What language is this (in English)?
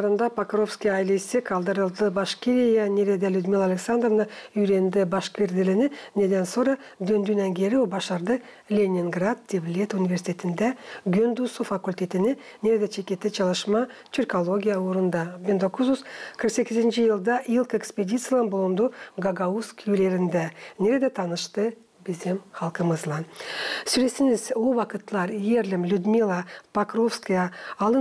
Gagauz